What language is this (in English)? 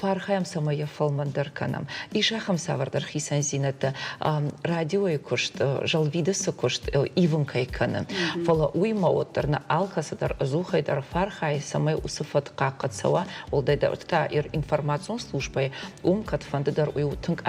Ossetic